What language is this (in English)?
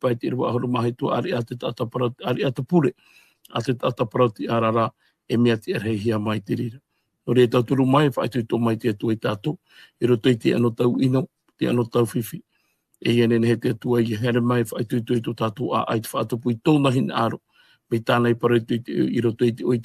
Tahitian